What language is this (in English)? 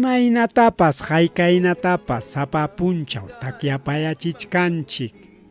Ayacucho Quechua